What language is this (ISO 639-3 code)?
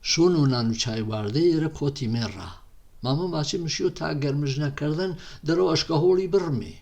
hac